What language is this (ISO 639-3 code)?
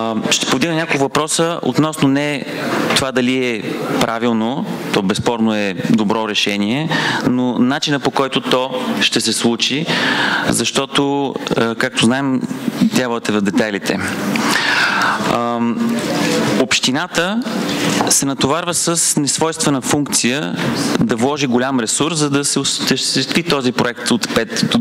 bul